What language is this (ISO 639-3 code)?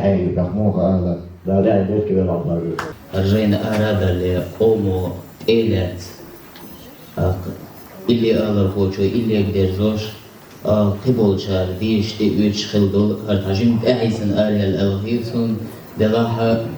che